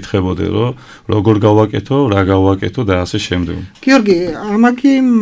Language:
Georgian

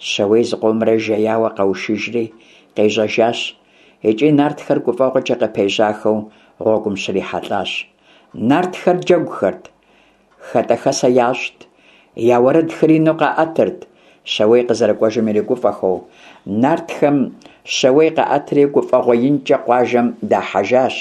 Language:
Kabardian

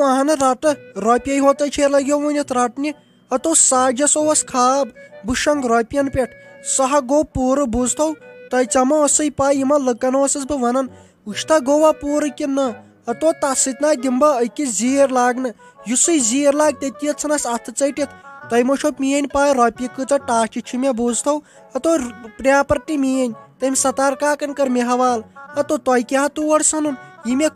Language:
Kashmiri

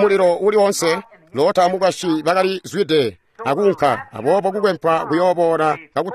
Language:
Tonga (Zambia)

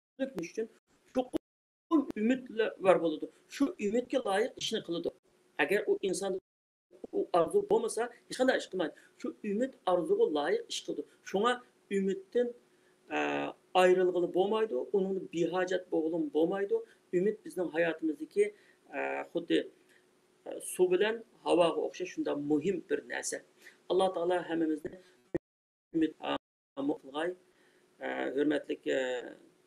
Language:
Uyghur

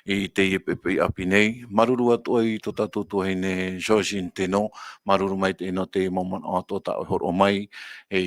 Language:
Tahitian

